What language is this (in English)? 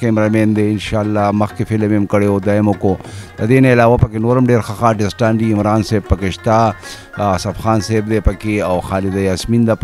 Pashto